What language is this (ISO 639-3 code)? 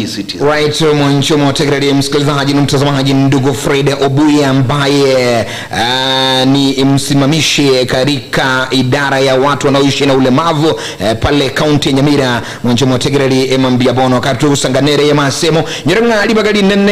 guz